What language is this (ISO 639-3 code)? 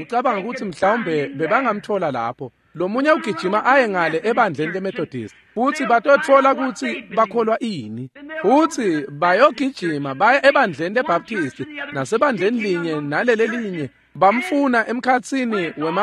ssw